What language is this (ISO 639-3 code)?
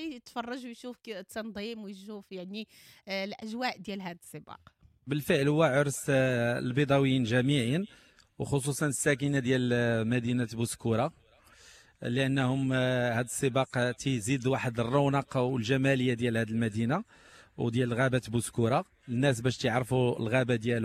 ary